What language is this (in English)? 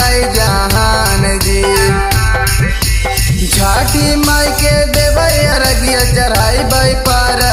Bhojpuri